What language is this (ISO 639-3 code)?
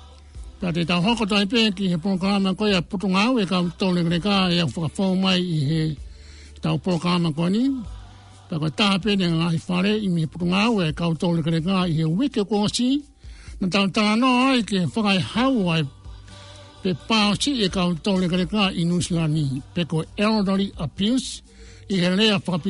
ton